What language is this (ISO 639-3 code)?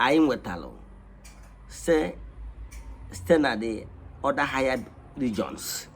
ibo